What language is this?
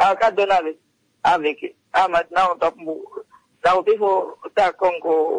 Kuanyama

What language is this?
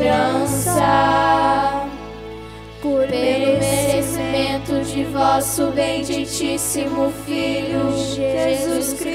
Portuguese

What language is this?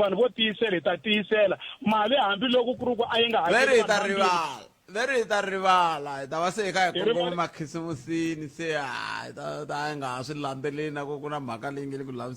Tsonga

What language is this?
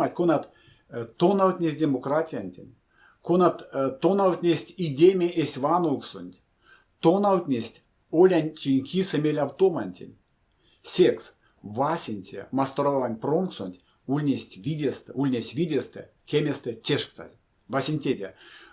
Erzya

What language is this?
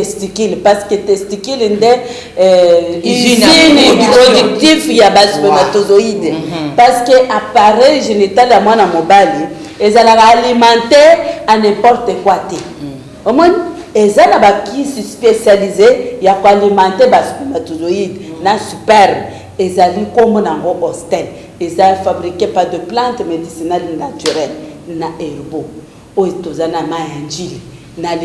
Lingala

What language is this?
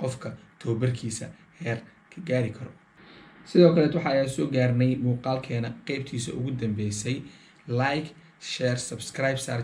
Somali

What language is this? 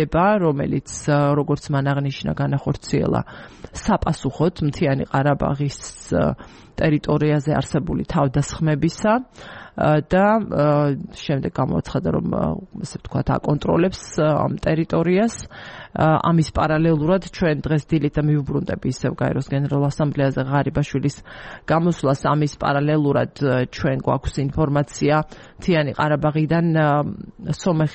Georgian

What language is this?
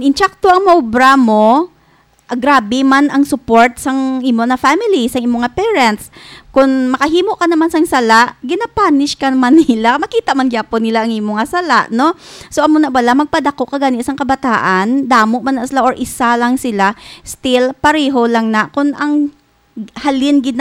Hiligaynon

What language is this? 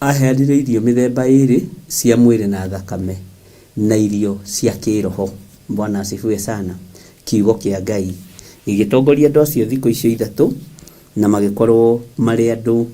Kikuyu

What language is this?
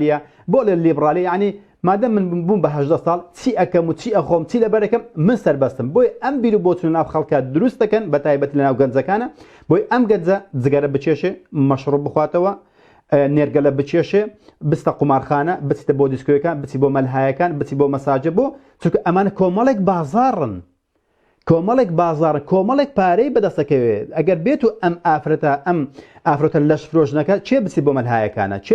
Central Kurdish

